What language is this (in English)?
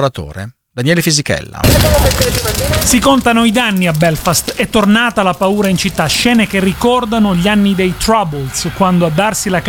Italian